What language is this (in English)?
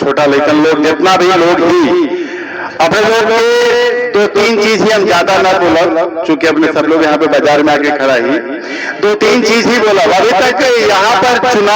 Magahi